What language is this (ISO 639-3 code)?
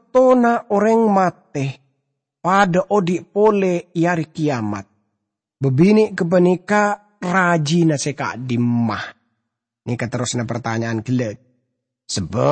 mad